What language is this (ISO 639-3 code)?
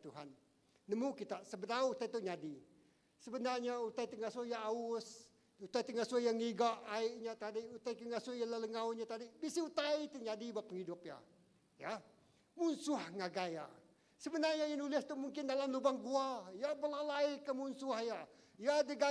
iba